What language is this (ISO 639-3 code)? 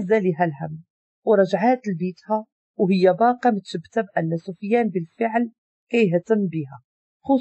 ary